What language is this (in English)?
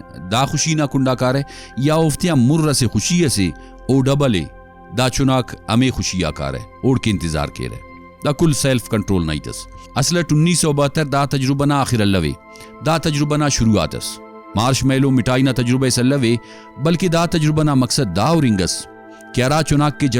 Brahui